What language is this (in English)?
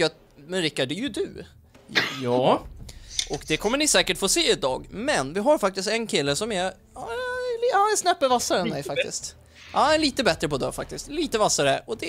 Swedish